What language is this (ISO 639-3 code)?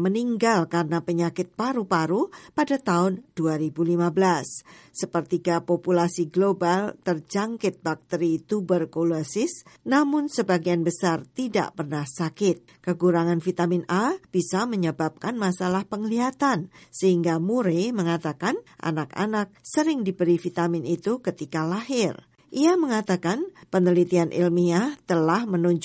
ind